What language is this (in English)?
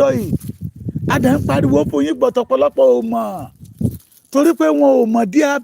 Yoruba